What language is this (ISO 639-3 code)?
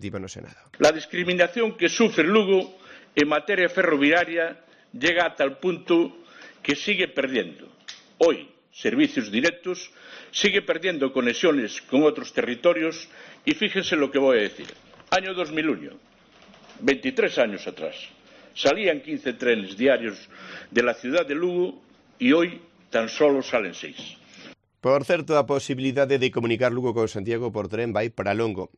glg